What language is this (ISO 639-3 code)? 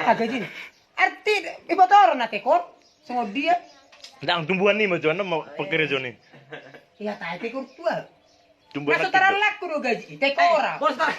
bbc